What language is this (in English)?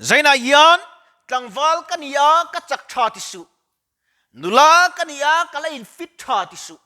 Mizo